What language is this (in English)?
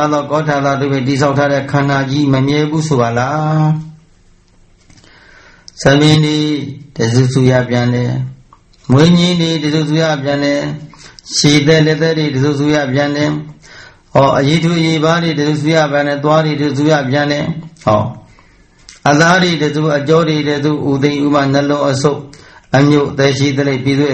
Burmese